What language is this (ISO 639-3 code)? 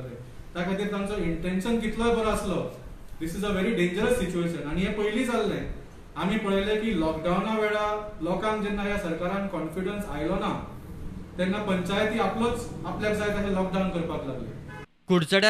kok